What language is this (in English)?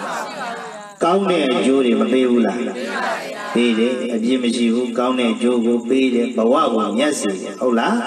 Burmese